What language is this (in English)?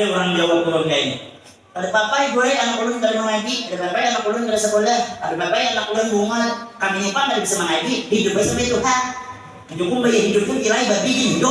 Banjar